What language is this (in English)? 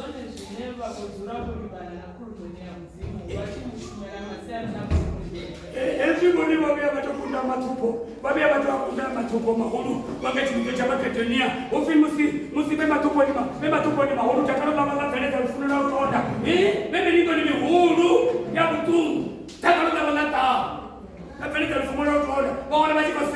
Venda